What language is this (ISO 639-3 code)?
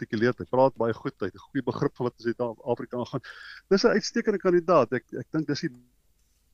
afr